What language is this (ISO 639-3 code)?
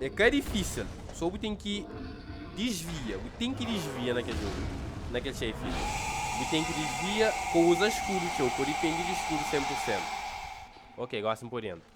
kea